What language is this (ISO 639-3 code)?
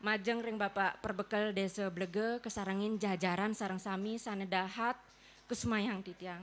ban